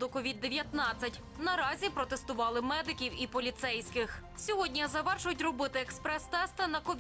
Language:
Ukrainian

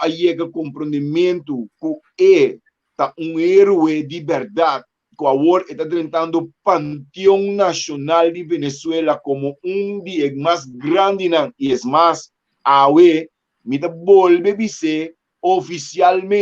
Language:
Papiamento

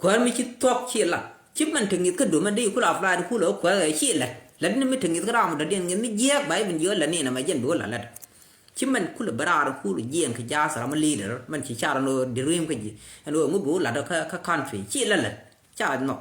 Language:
Nuer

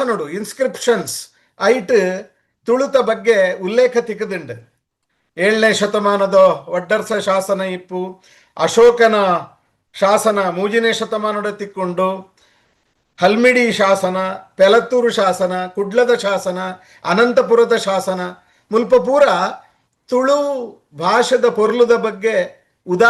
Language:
Tulu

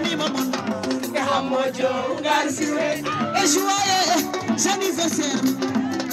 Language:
Fula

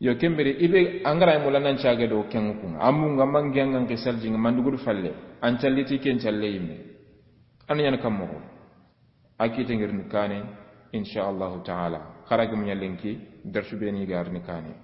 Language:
Soninke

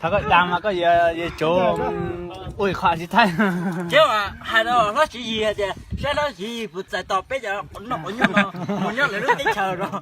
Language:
Hmong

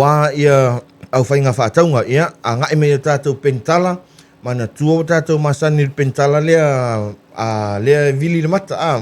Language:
Samoan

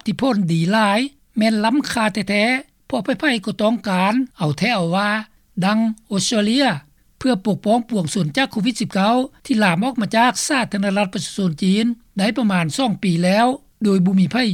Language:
Lao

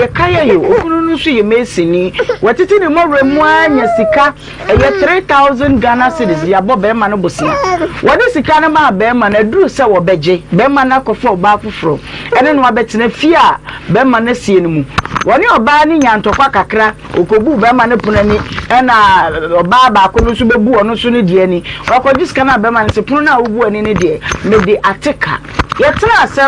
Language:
Akan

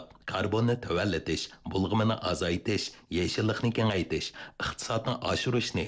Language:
Uyghur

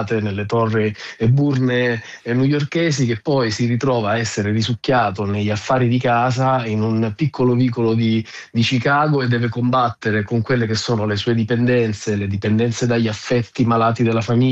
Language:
Italian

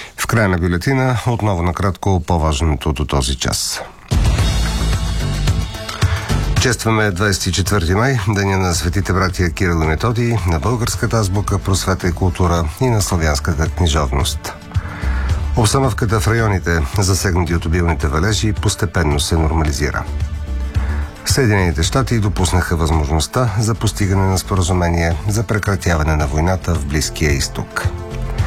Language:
Bulgarian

